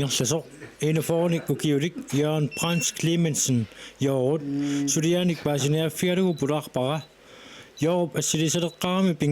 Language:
Kalaallisut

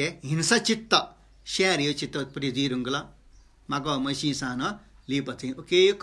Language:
Newari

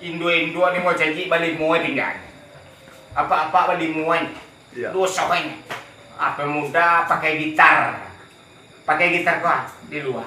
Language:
Minangkabau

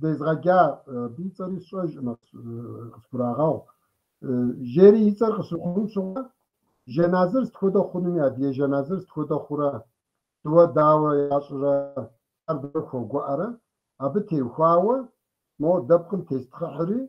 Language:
Kabardian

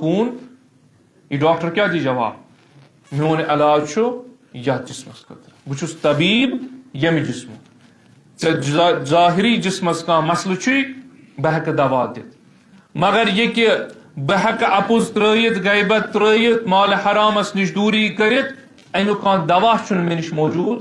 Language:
Kashmiri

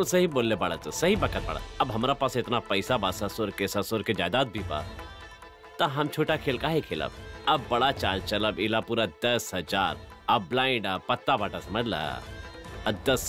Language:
Bhojpuri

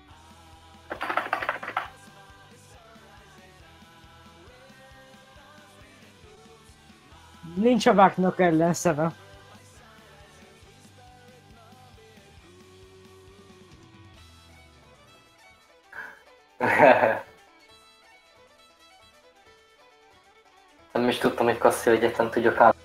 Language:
Hungarian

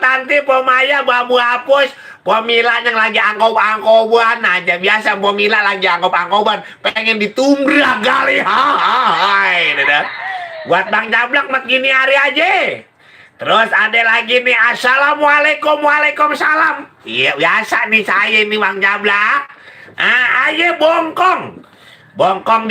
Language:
Betawi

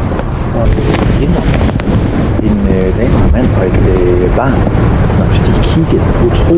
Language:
Danish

